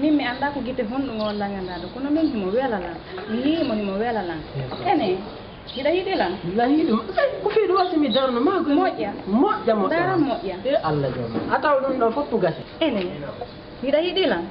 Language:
Fula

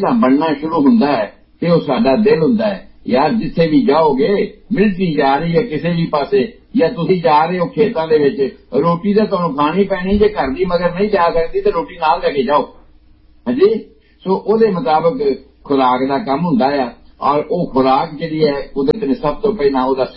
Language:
Punjabi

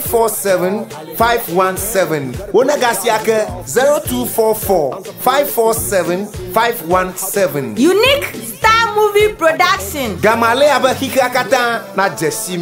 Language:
Ewe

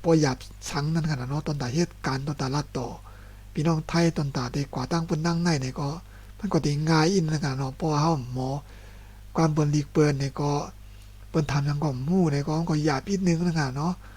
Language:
Shan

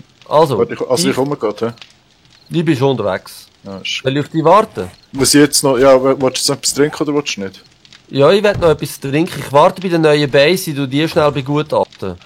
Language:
Swiss German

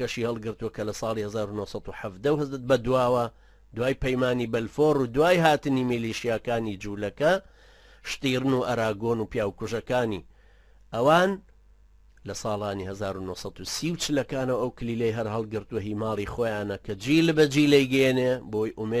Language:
Central Kurdish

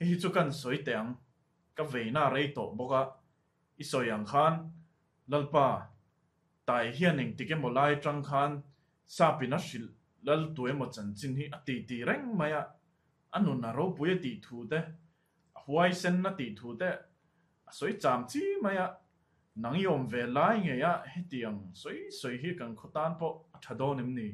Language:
Mizo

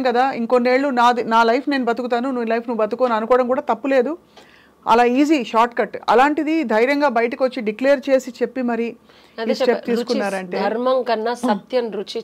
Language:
Telugu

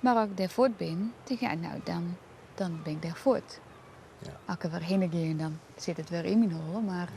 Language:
Western Frisian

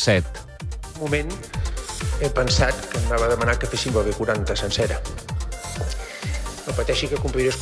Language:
Catalan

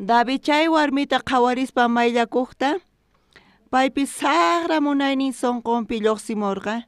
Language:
South Bolivian Quechua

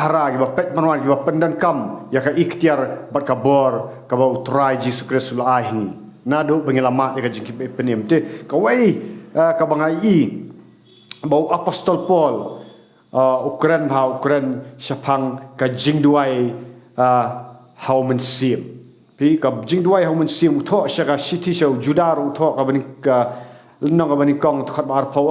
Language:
Khasi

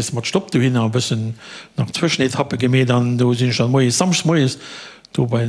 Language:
Luxembourgish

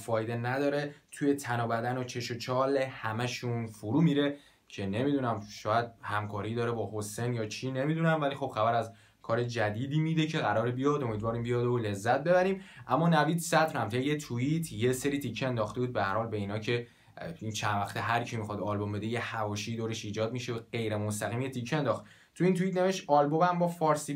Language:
Persian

